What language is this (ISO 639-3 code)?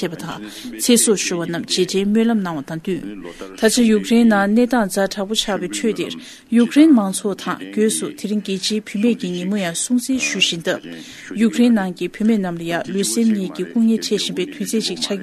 bod